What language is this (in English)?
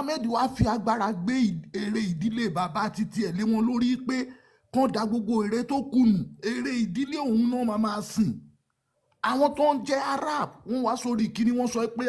Yoruba